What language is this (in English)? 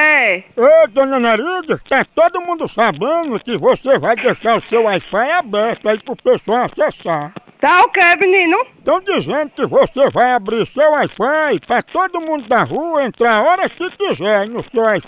Portuguese